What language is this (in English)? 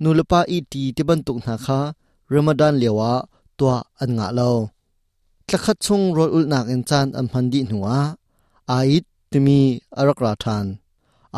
Hakha Chin